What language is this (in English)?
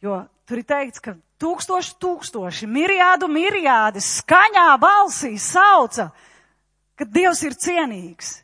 Latvian